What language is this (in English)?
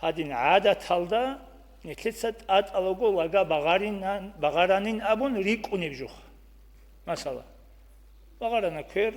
Avaric